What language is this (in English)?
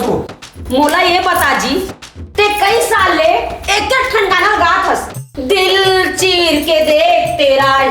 Chhattisgarhi